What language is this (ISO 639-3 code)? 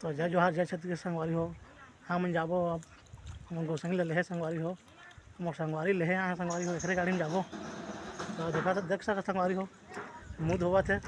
hne